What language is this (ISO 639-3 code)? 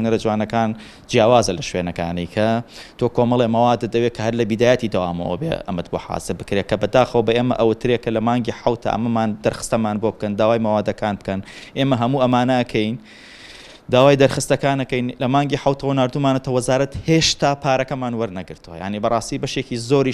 ckb